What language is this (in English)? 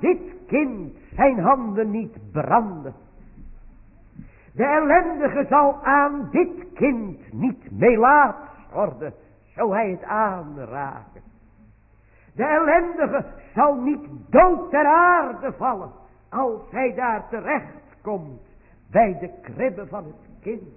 Dutch